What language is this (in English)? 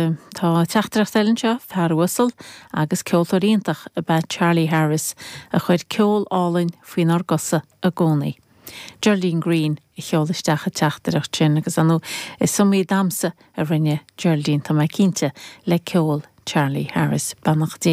Irish